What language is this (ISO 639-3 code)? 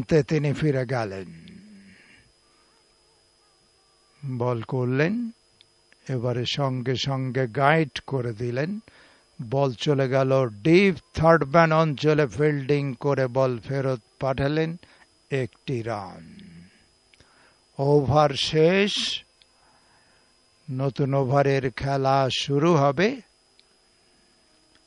ben